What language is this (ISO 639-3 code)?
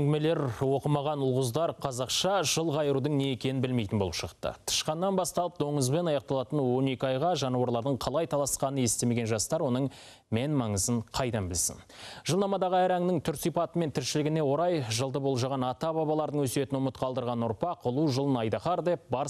kaz